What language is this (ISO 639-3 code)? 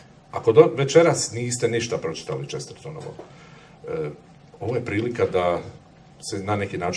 hrv